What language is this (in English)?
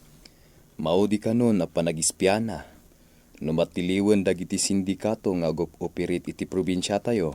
Iloko